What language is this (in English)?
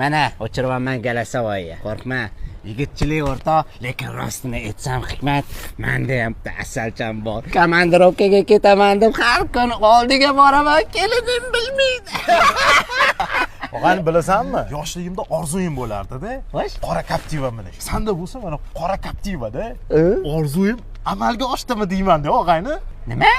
Uzbek